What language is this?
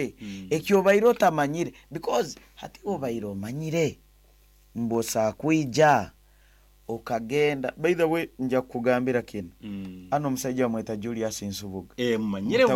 Nyankole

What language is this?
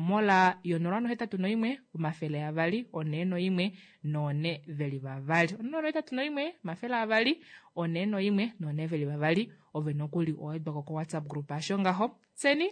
Kuanyama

